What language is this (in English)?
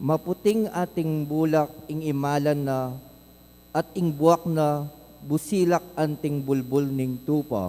Pampanga